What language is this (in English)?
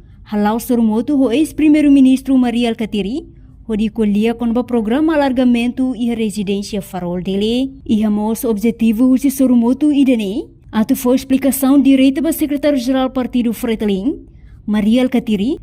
Tetum